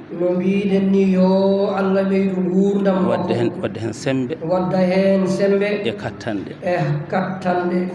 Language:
Fula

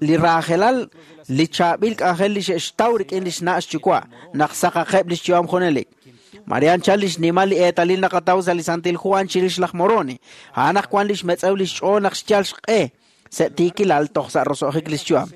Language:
Kekchí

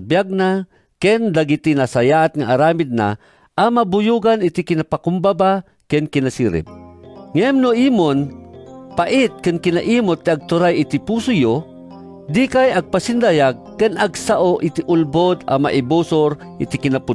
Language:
Iloko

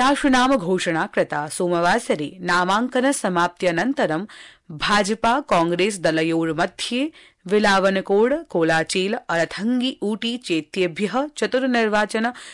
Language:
Sanskrit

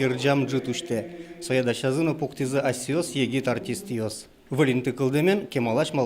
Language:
Udmurt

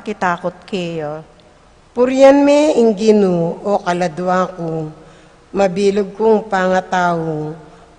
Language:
Pampanga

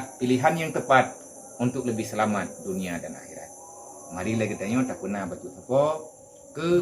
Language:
Achinese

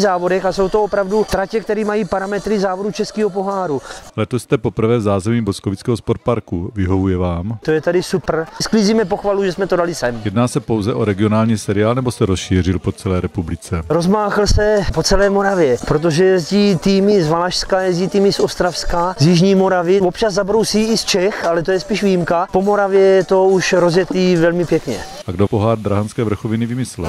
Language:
Czech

